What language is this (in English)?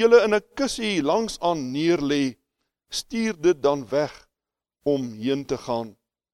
Afrikaans